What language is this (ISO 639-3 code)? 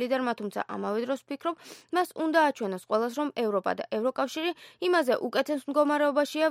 kat